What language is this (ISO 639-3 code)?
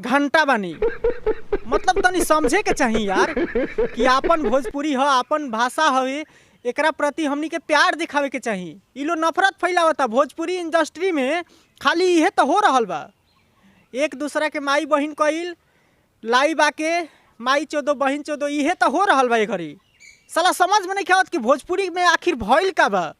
bho